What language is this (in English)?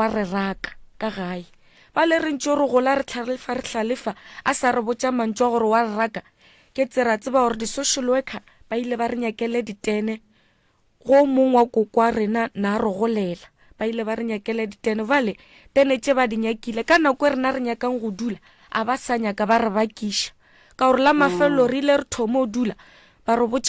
Northern Sotho